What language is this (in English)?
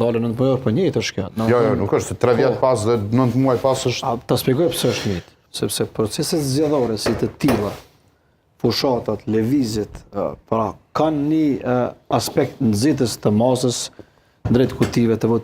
Albanian